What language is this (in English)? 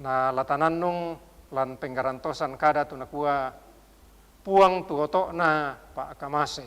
Toraja-Sa'dan